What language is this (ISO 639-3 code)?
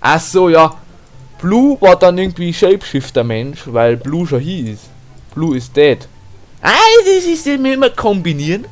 bar